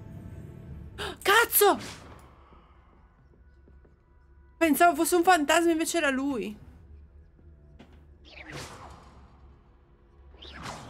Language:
Italian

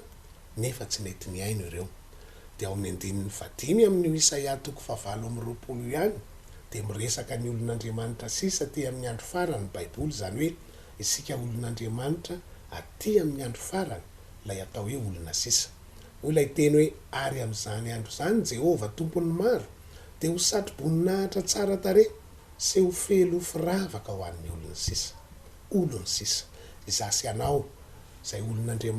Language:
Malagasy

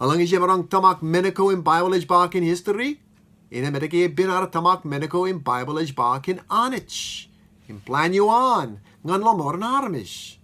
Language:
Marshallese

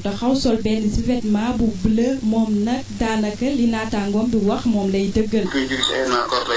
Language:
Wolof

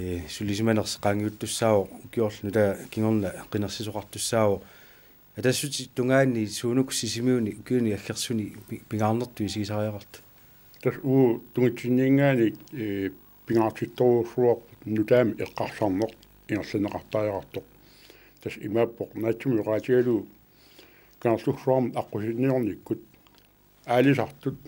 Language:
Kalaallisut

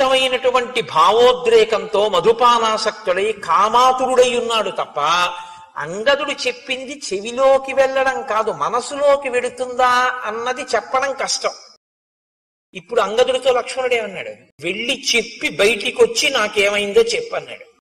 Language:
Telugu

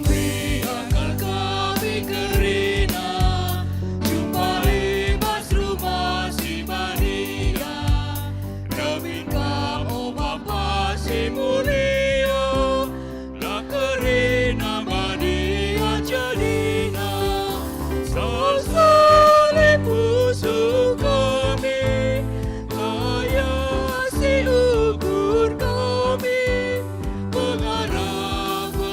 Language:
Batak Karo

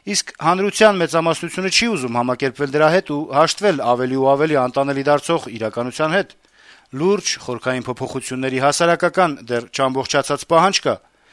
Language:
Armenian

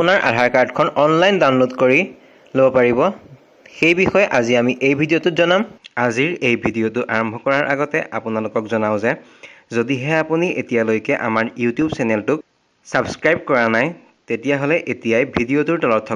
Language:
Assamese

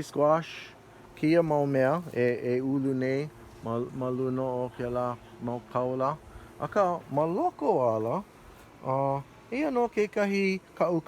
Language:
Hawaiian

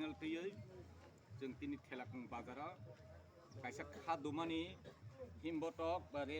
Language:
Kok Borok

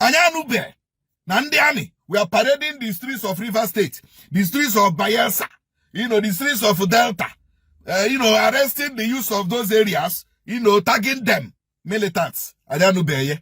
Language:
Igbo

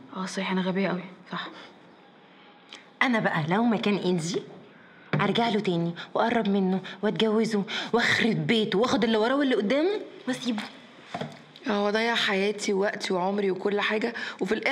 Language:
Egyptian Arabic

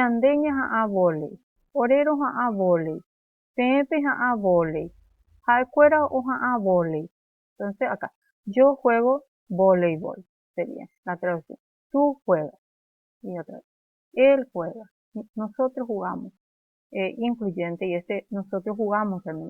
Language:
Guarani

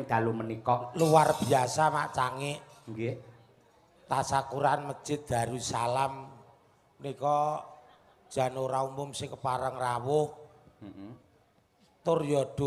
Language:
Javanese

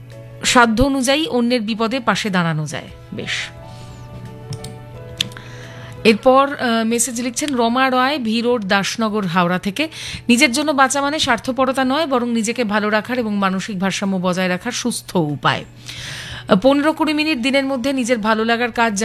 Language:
Bangla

